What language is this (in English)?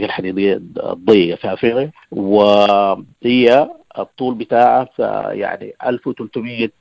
Sudanese Arabic